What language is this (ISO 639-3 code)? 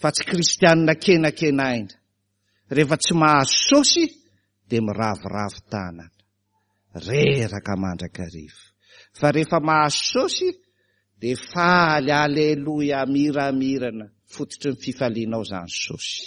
mlg